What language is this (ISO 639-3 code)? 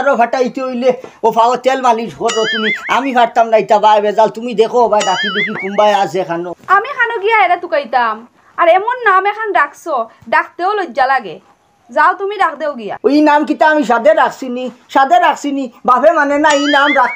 syl